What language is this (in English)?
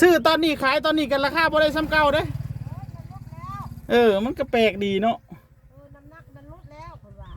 Northeastern Thai